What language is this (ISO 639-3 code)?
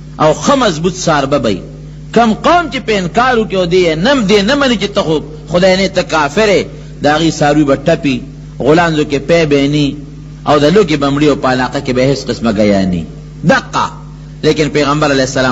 pus